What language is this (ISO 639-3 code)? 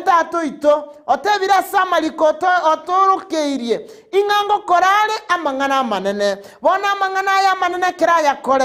guz